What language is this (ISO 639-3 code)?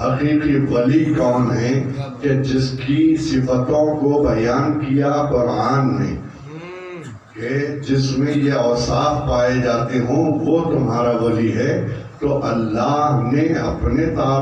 urd